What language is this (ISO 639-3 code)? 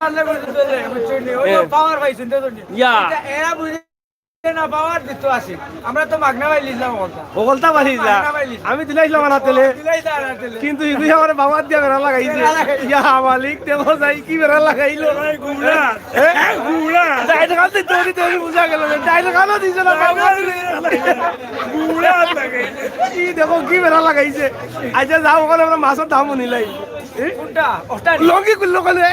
syl